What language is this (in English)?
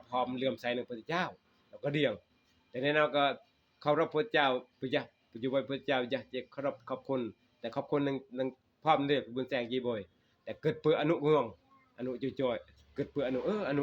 Northeastern Thai